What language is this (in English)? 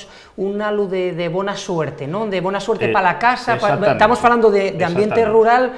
Asturian